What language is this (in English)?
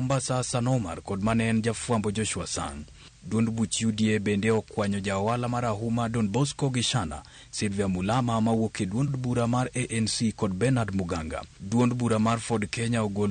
Luo (Kenya and Tanzania)